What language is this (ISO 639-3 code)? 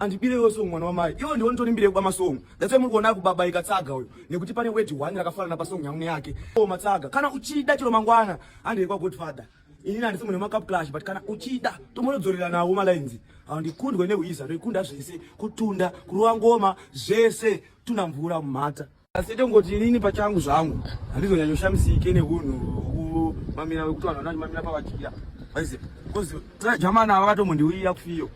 sna